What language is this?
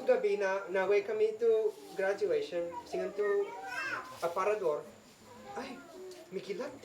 Isnag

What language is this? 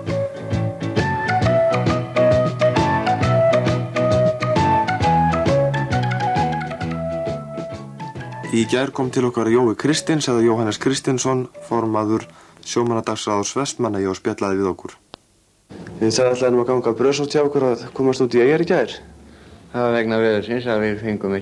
Icelandic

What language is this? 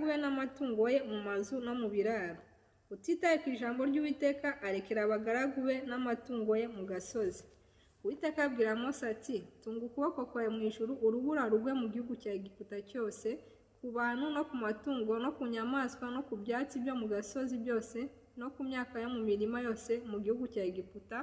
Kinyarwanda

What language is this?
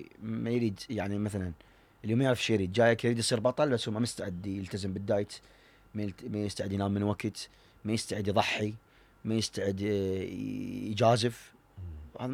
Mesopotamian Arabic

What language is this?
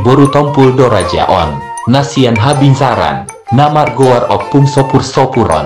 Batak Toba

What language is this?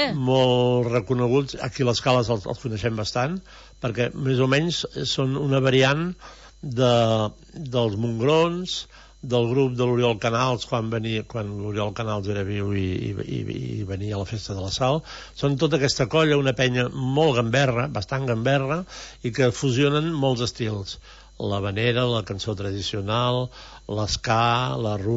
Catalan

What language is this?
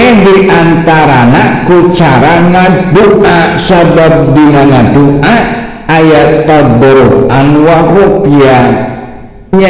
Sundanese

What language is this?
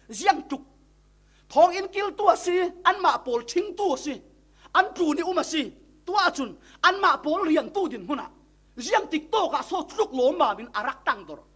Falam Chin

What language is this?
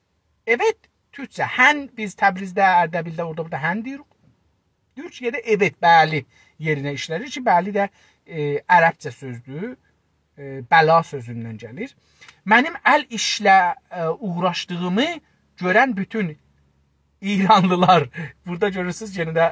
South Azerbaijani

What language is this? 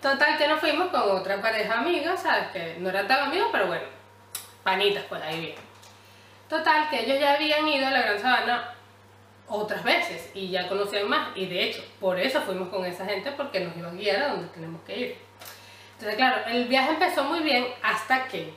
Spanish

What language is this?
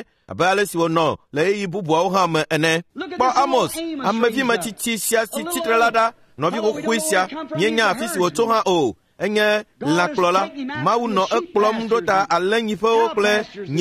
Ewe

